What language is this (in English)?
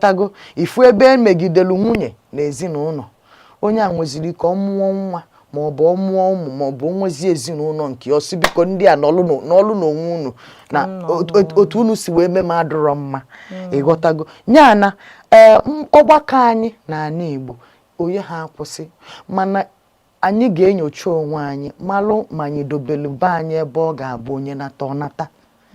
Igbo